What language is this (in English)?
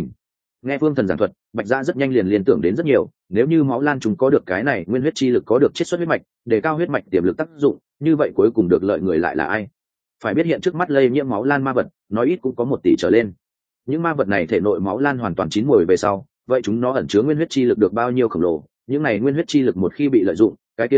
Vietnamese